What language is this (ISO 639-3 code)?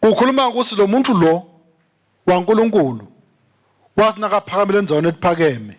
ssw